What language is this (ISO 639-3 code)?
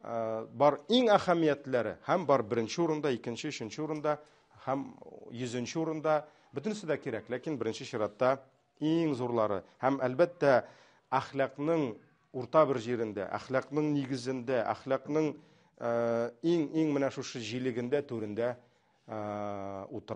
tat